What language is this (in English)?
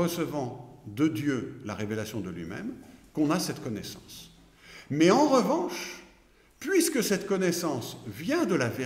French